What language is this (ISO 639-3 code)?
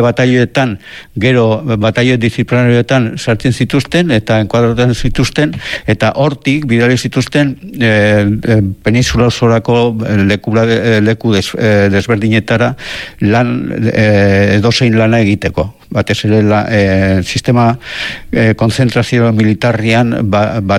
eus